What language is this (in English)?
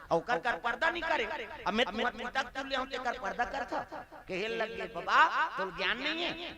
Chhattisgarhi